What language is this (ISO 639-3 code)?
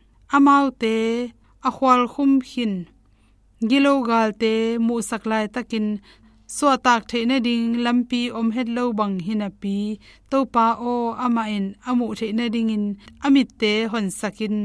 ctd